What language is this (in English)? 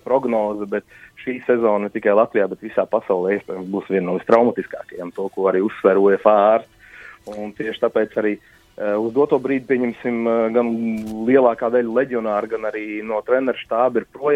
Latvian